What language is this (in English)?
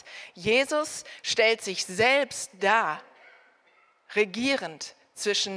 German